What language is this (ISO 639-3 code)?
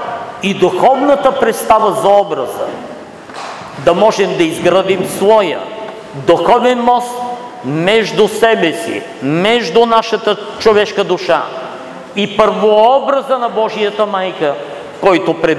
bul